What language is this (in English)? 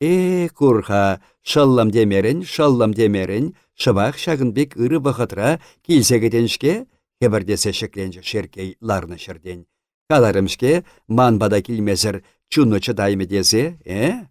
Chuvash